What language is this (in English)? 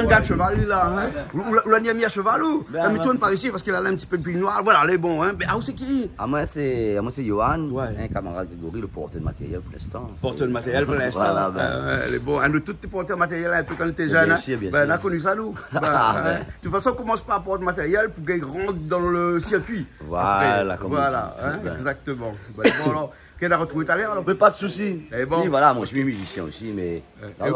Réunion Creole French